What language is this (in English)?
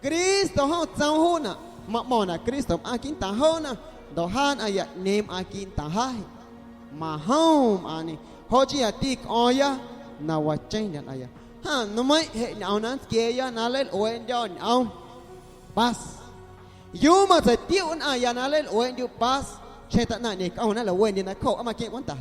Guerrero Amuzgo